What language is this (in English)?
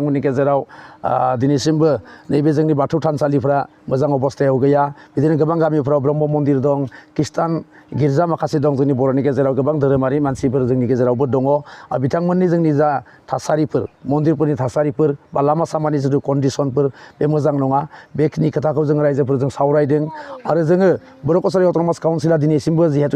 Bodo